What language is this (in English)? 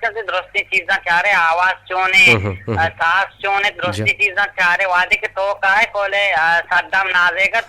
Eastern Balochi